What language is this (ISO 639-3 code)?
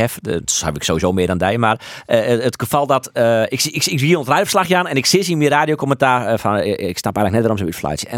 fry